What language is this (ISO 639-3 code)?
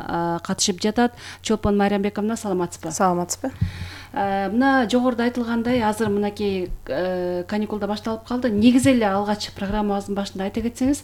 kir